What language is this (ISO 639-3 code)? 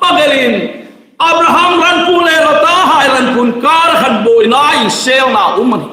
hmr